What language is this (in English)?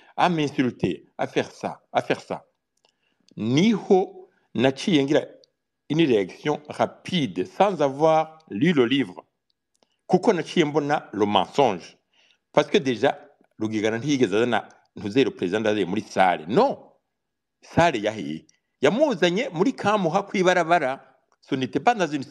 Rundi